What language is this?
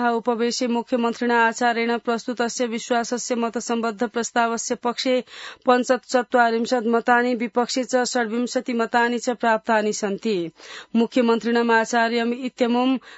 Sanskrit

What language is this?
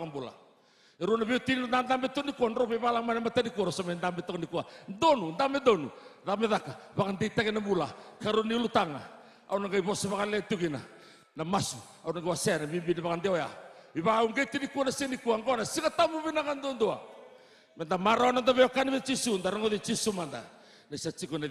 Fijian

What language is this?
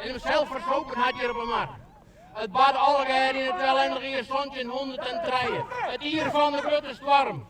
Western Frisian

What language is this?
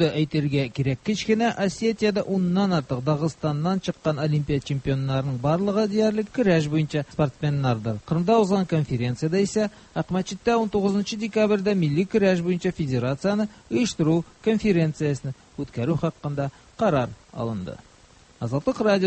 Tatar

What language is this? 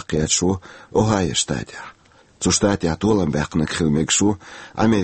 Chechen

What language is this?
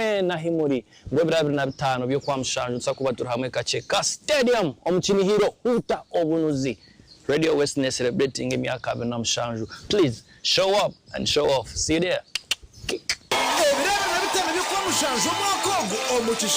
Nyankole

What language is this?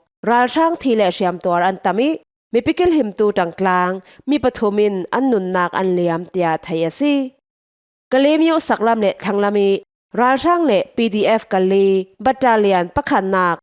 Falam Chin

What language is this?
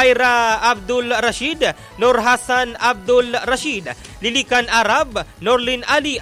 Bikol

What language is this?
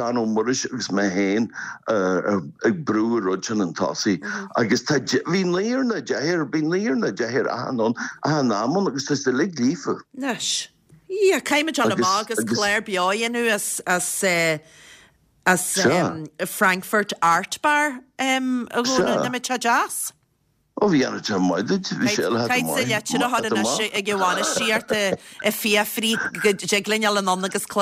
Irish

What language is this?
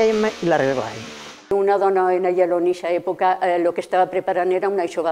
Catalan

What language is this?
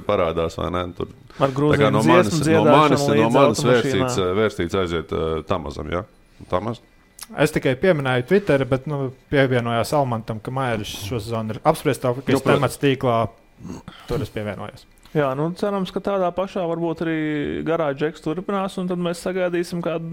Latvian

